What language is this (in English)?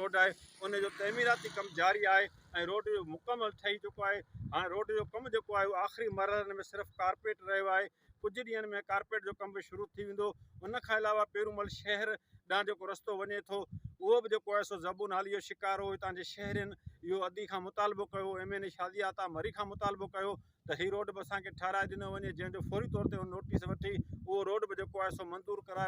Sindhi